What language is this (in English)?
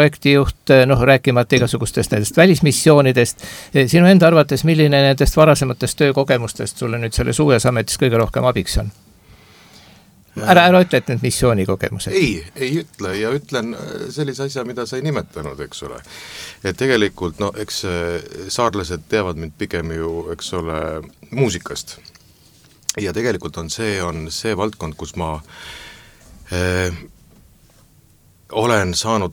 Estonian